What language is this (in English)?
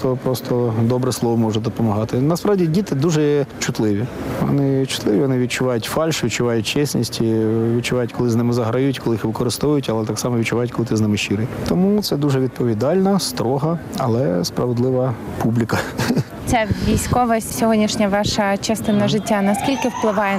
Ukrainian